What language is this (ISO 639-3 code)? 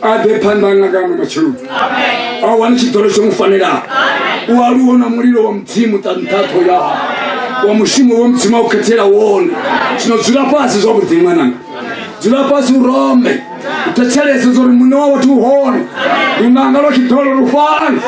ven